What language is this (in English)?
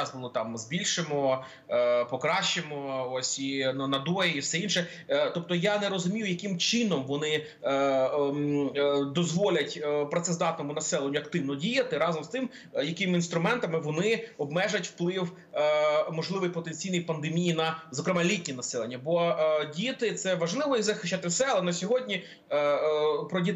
Ukrainian